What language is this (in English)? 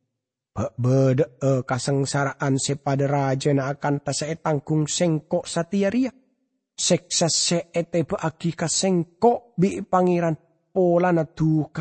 Madurese